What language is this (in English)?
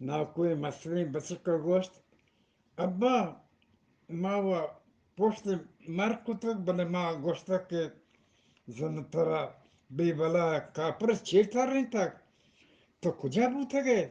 Eastern Balochi